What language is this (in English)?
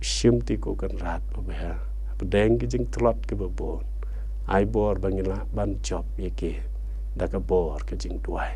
Khasi